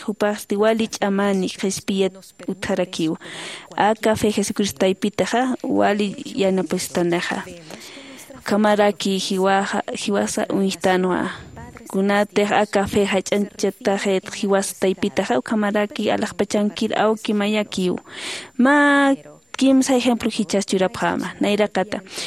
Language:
Aymara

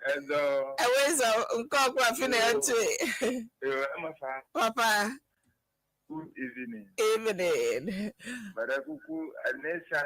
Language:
Ewe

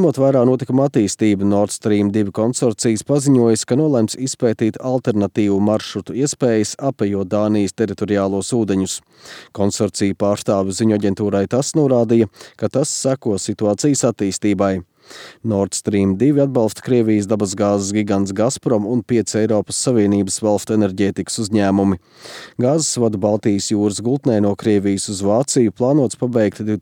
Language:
Latvian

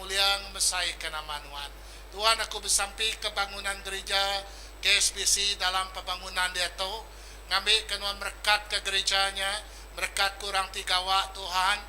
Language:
Iban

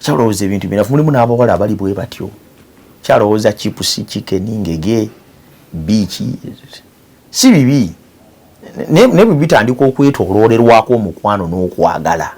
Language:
Ganda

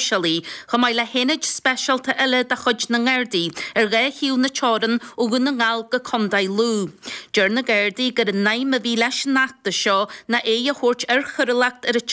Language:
Irish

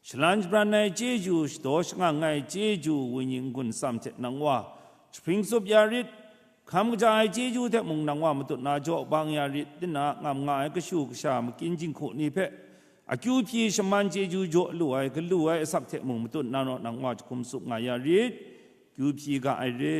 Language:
Kachin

